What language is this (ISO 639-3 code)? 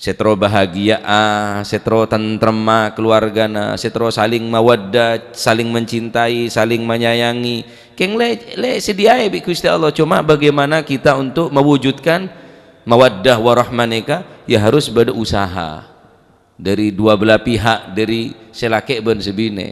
mad